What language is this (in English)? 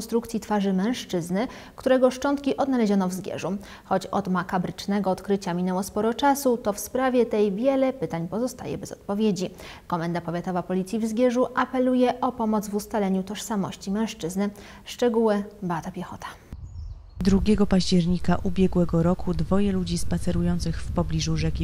Polish